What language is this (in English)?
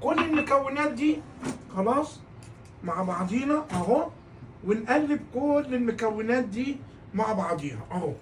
Egyptian Arabic